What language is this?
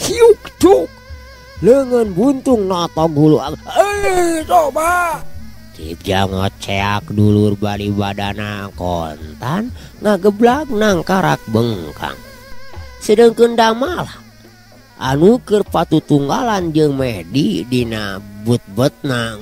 Sundanese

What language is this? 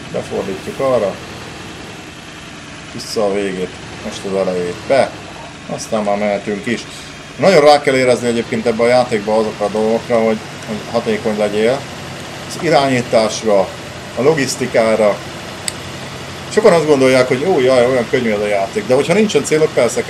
Hungarian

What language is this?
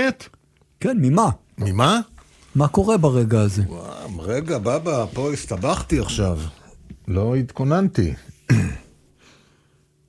Hebrew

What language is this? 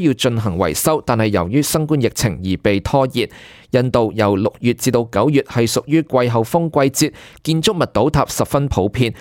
Cantonese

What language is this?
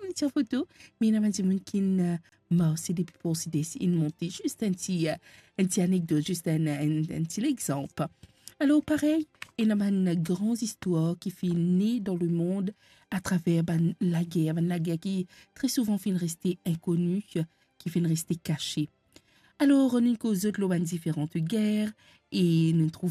Morisyen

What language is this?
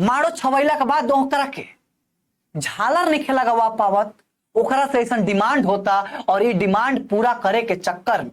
Bhojpuri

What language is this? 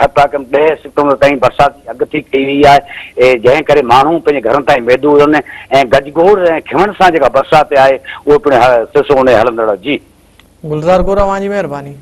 Sindhi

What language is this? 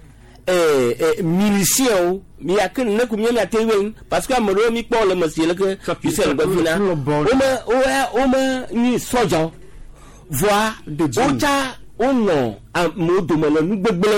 Gen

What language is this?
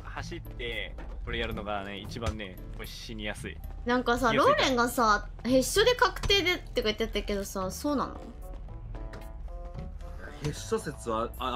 Japanese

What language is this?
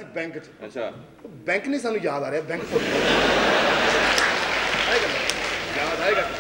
Punjabi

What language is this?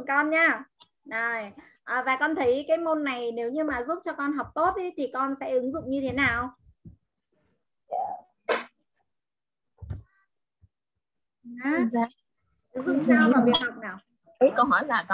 Vietnamese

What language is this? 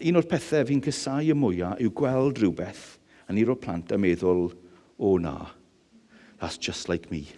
Welsh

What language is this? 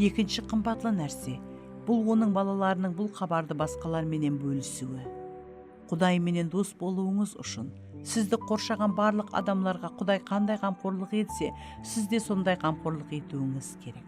Kara-Kalpak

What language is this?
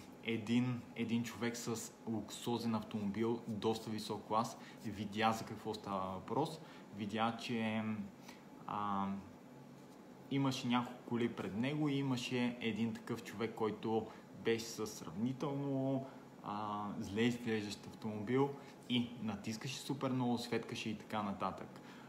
Bulgarian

